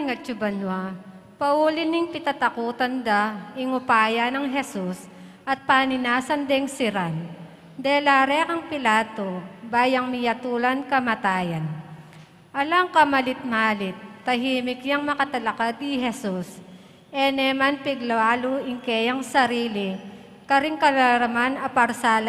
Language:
Pampanga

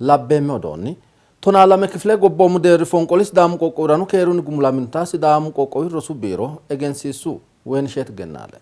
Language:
Sidamo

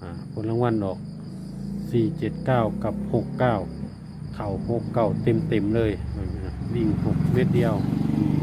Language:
Northeastern Thai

